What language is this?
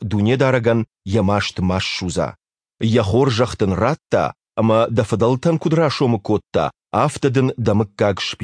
Ossetic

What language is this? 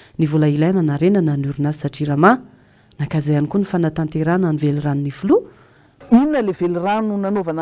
Malagasy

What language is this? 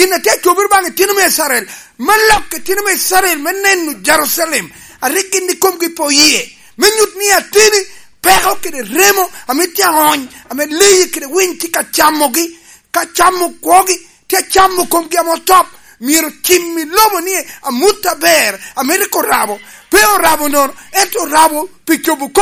Lango (Uganda)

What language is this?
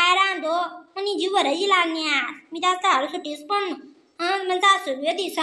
Khandesi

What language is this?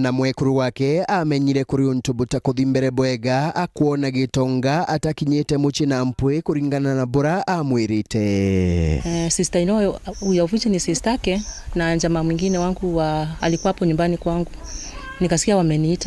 Meru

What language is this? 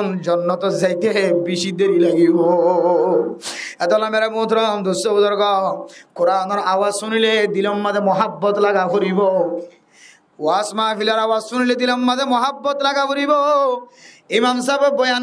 Rohingya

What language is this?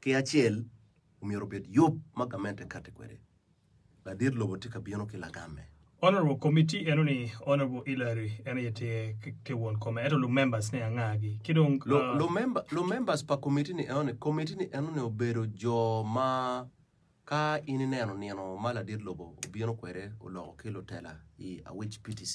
Acoli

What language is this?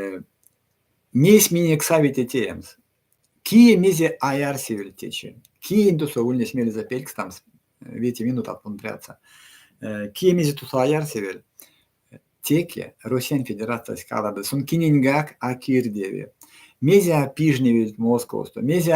Erzya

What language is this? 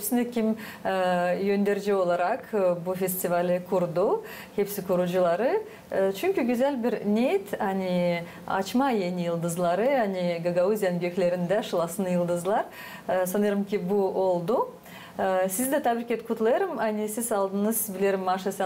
Gagauz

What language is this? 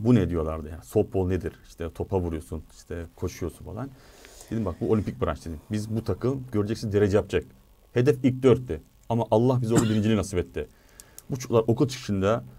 Turkish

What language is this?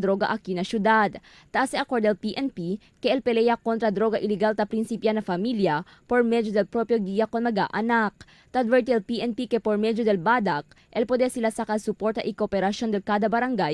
Chavacano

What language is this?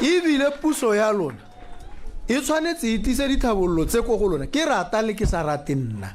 Tswana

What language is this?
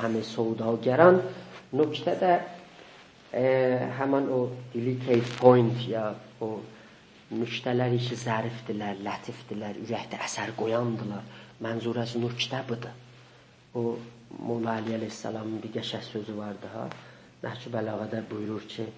South Azerbaijani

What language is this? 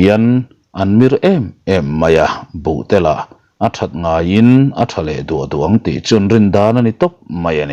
Mizo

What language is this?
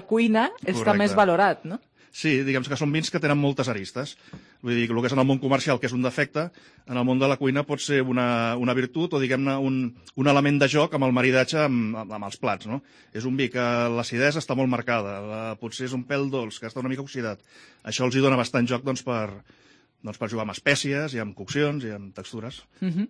Catalan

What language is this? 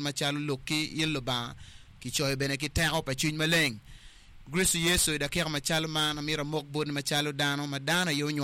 Acoli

